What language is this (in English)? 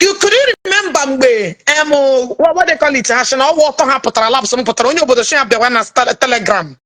Igbo